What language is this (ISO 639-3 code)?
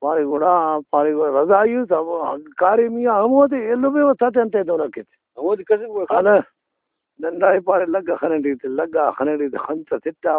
brh